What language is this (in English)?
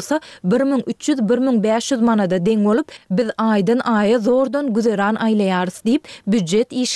Turkmen